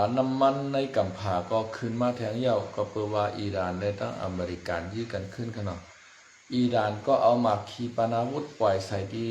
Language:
Shan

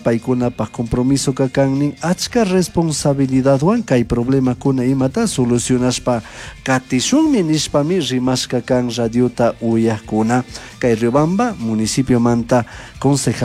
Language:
Chimborazo Highland Quichua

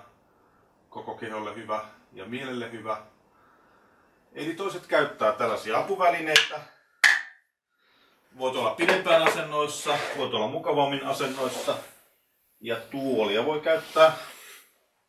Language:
Finnish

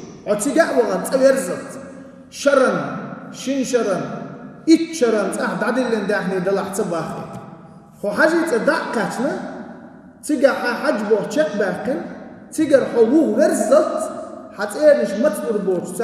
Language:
Chechen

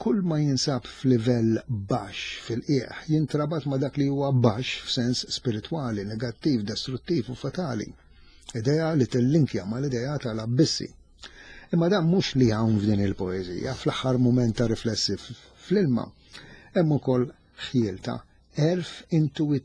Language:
Maltese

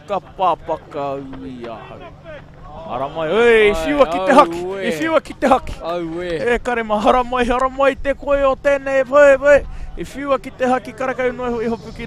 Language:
Māori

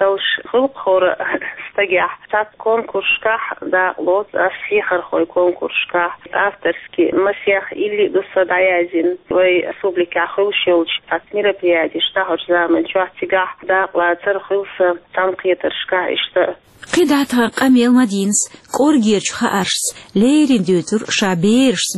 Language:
Chechen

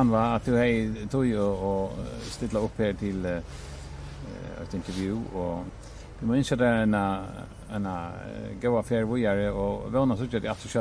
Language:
Faroese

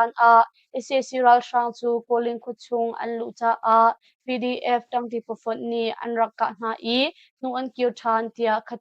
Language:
Hakha Chin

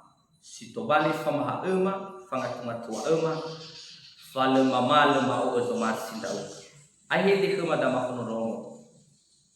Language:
Nias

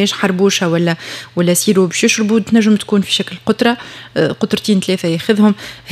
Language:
Tunisian Arabic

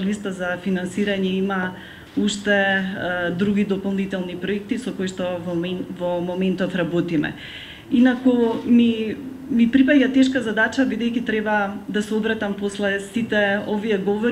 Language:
Macedonian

